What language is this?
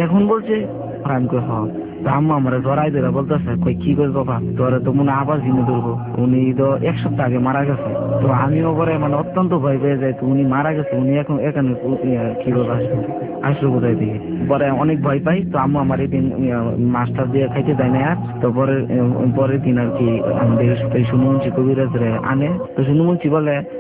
Bangla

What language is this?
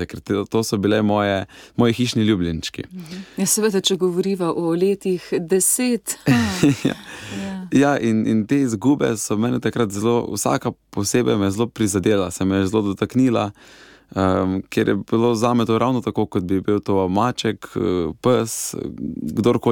Slovenian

